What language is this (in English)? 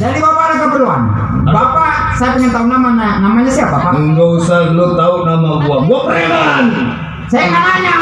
Betawi